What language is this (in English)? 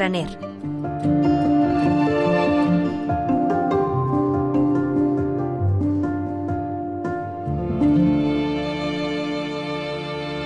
Catalan